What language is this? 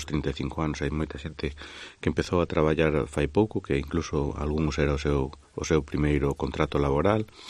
Galician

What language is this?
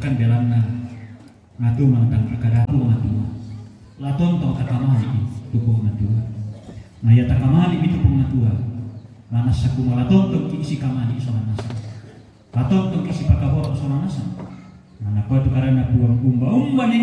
Toraja-Sa'dan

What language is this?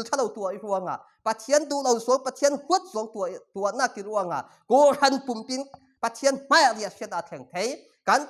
Falam Chin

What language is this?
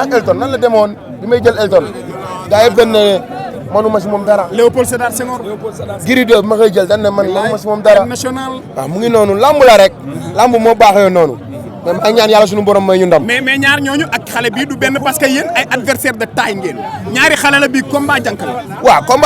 Wolof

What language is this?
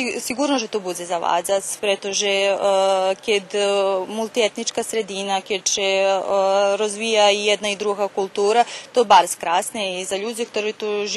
Rusyn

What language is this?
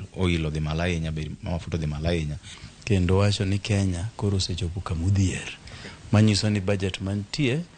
Luo (Kenya and Tanzania)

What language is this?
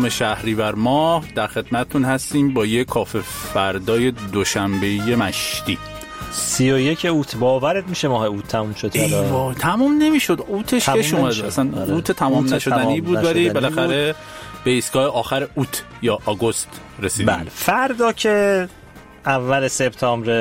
Persian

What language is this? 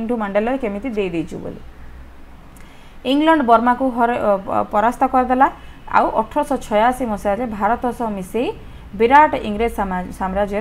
Odia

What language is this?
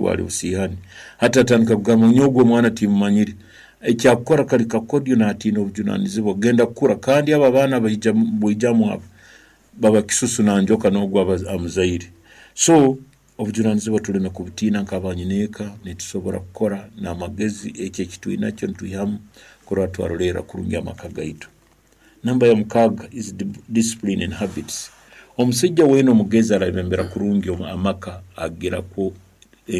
Nyankole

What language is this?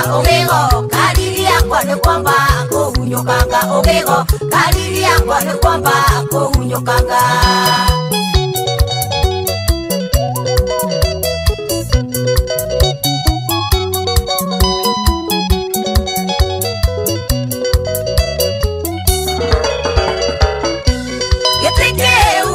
Kikuyu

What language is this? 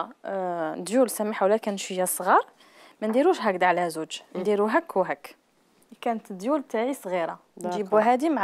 Algerian Arabic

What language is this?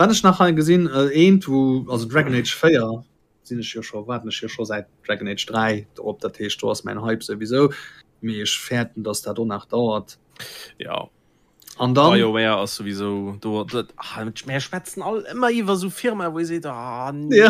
Luxembourgish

